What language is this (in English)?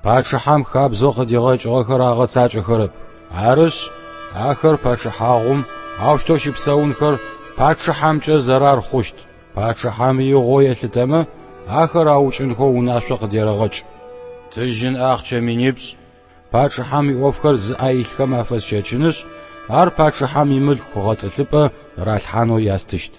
Adyghe